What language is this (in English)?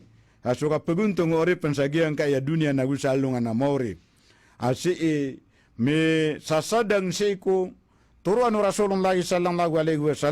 Maranao